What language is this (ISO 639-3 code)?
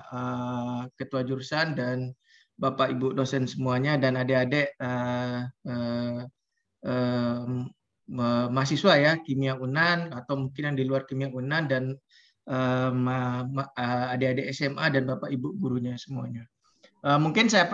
ind